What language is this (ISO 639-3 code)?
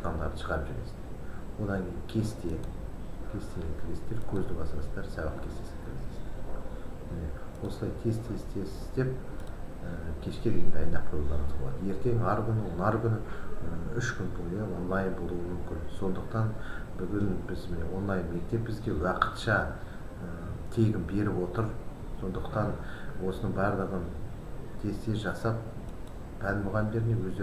kaz